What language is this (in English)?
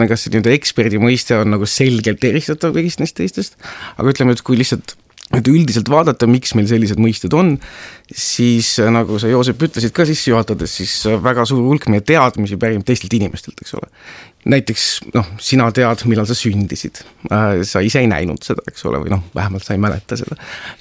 Estonian